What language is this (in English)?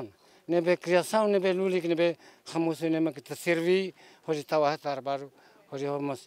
Tetum